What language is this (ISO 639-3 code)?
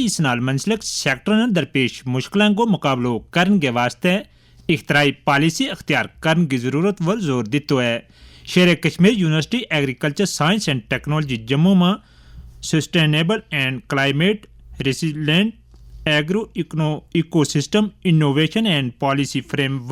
gju